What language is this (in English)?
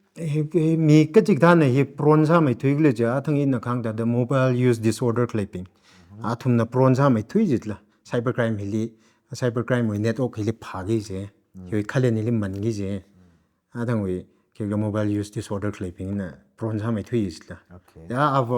Tangkhul Naga (India)